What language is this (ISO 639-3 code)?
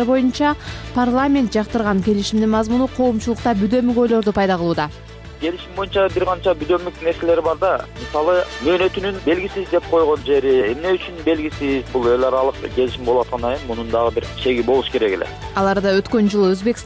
kir